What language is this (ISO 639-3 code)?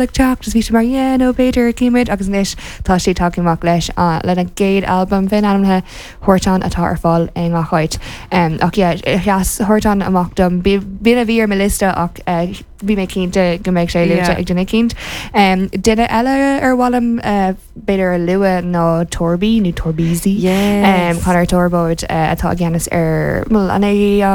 gle